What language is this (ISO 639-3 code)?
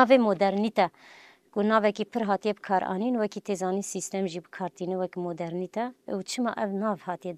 kur